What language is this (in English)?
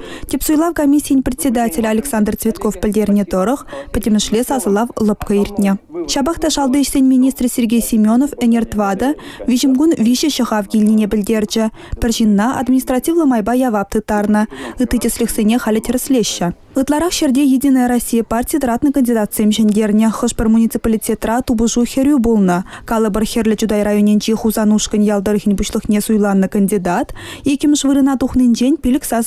Chuvash